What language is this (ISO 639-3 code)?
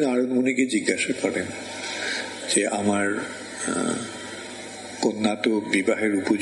ben